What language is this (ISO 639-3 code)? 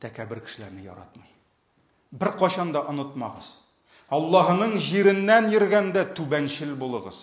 tat